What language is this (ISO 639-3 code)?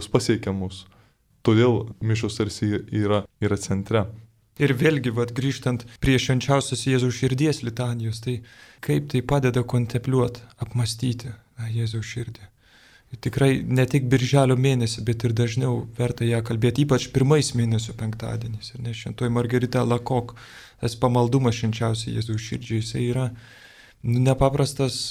lit